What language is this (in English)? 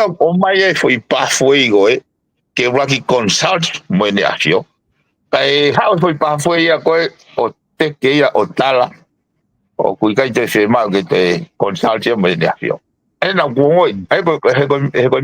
Tongan